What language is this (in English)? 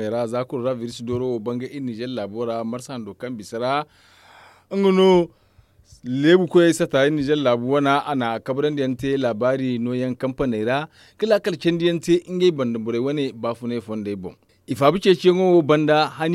Zarma